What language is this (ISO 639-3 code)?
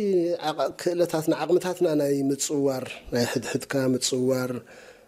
tir